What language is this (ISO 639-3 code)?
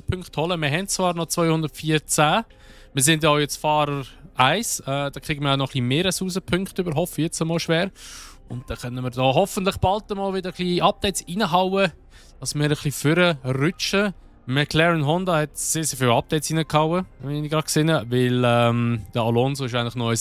gsw